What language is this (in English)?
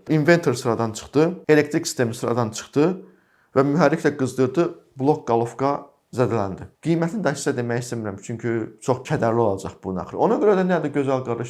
Azerbaijani